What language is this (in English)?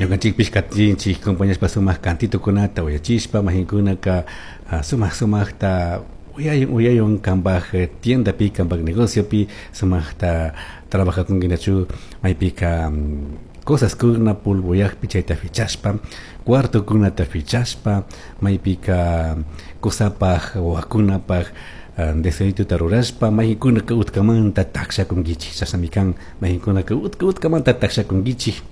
Chimborazo Highland Quichua